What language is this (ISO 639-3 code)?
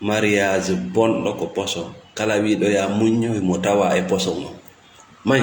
ful